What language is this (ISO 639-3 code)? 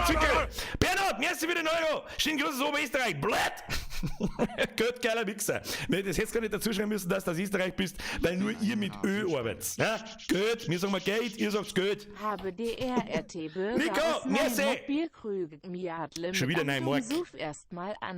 bar